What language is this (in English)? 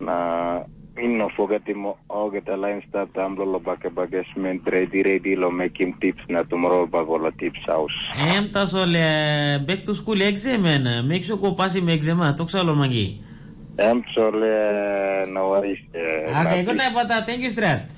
Tok Pisin